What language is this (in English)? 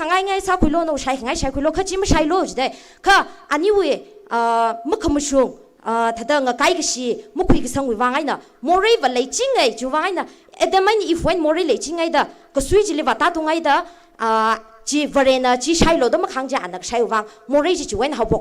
Tangkhul Naga (India)